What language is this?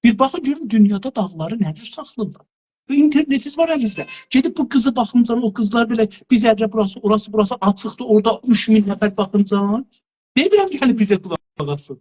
South Azerbaijani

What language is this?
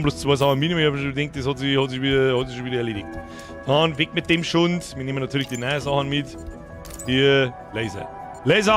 Bavarian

